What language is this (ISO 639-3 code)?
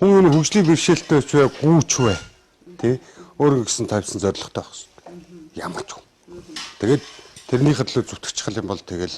mon